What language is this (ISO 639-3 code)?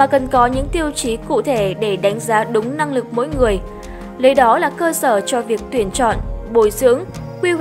vie